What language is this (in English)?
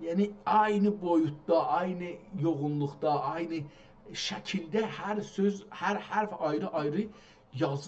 South Azerbaijani